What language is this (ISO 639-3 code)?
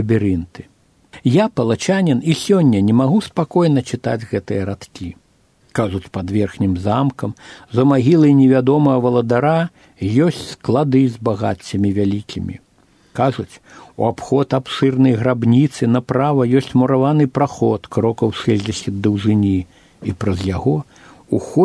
bel